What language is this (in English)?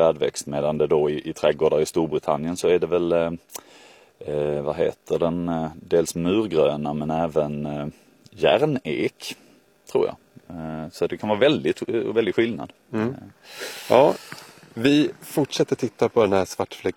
Swedish